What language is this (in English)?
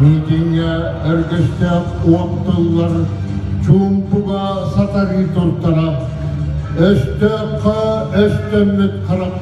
Yakut